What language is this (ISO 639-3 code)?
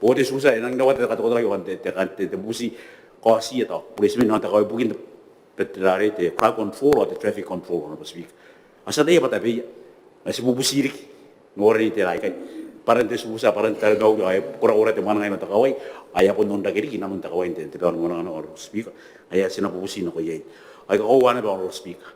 gil